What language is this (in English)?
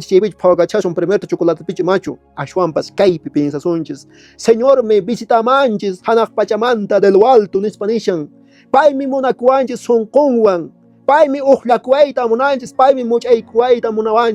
Quechua